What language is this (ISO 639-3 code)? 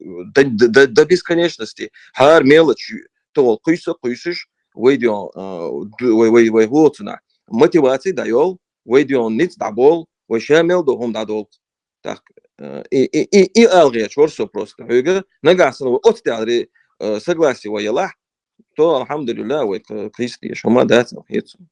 che